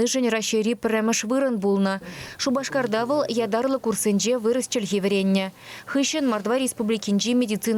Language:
Chuvash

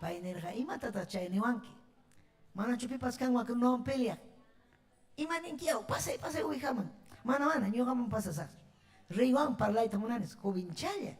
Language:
Ayacucho Quechua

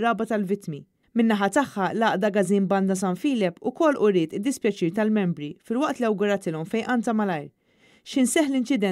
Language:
Maltese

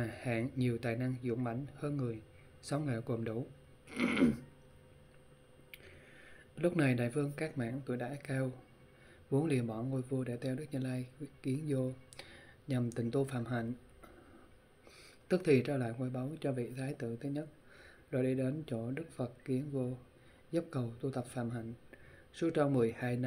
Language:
Vietnamese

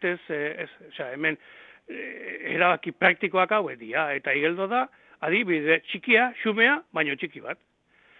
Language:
Basque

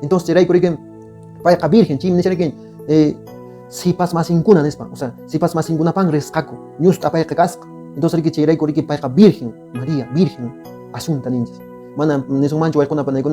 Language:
Quechua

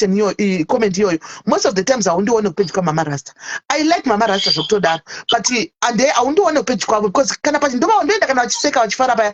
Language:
Shona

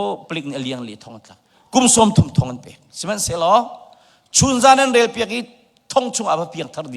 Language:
Hakha Chin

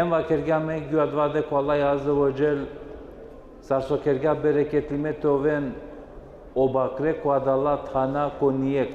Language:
Balkan Romani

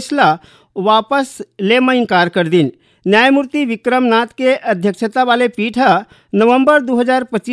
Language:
Chhattisgarhi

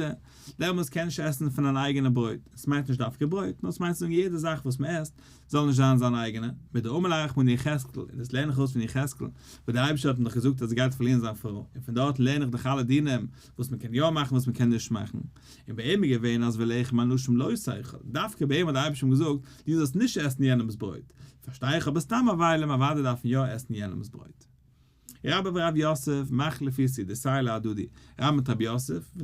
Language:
Yiddish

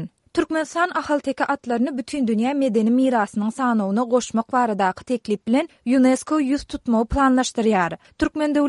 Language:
Turkmen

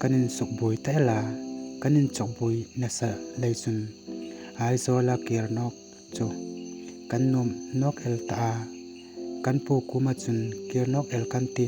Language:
Hmar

